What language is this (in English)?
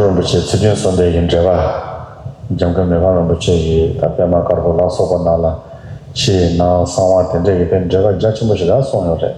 Tibetan